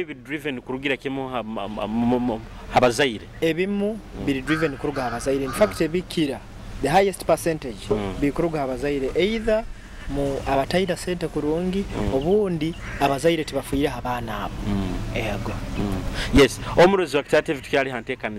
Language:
Nyoro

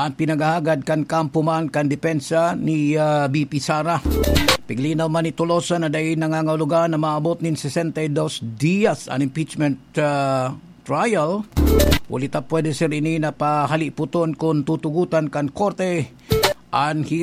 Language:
Bikol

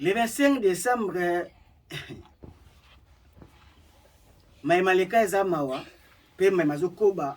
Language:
Lingala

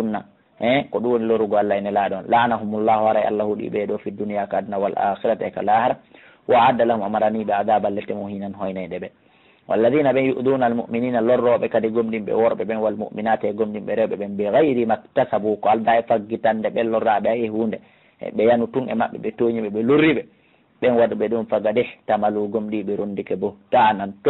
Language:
Fula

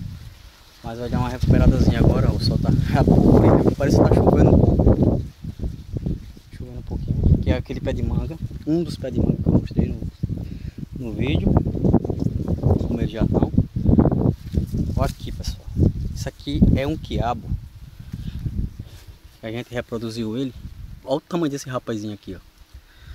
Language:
Portuguese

